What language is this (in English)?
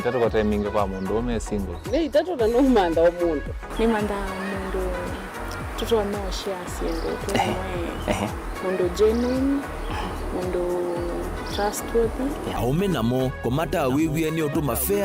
Kamba